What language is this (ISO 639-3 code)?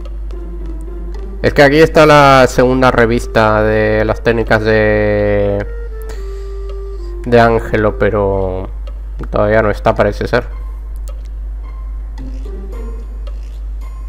spa